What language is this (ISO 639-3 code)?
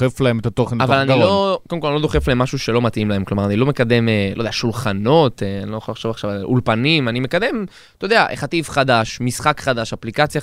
heb